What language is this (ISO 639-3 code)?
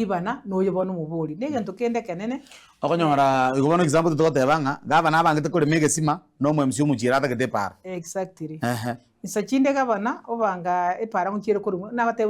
guz